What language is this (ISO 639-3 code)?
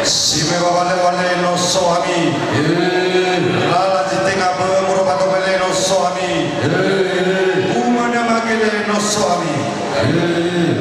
nia